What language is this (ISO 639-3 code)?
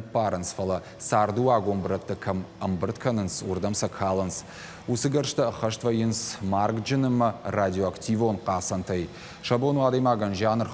oss